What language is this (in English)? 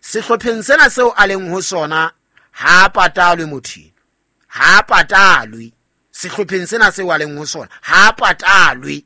Southern Sotho